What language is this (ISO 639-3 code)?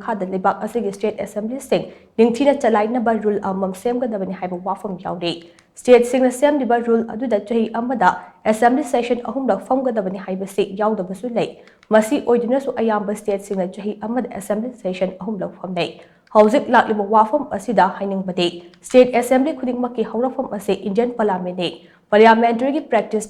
mni